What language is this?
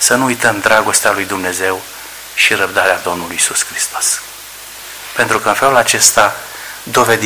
Romanian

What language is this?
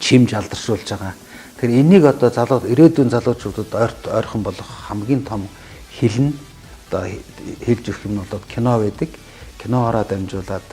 Mongolian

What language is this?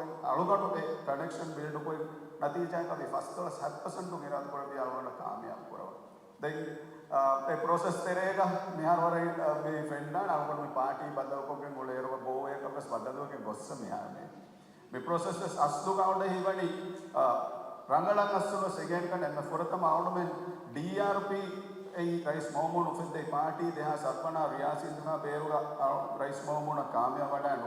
Divehi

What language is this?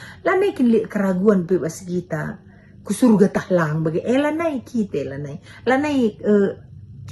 Batak Karo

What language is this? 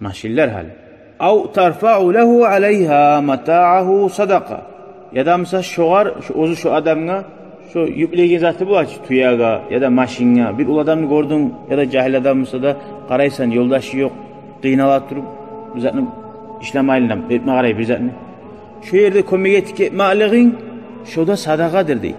Kumyk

